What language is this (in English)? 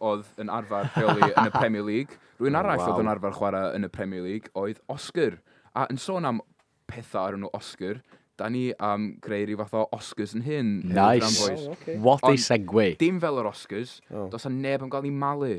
Welsh